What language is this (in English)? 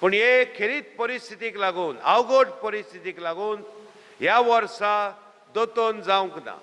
Konkani